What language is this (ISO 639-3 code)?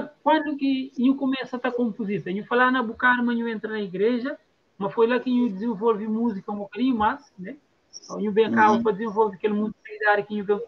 kea